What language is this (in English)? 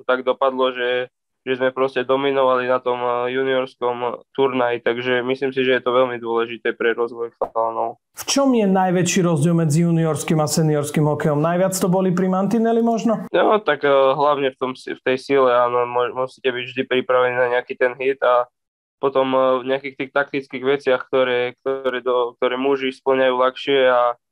Slovak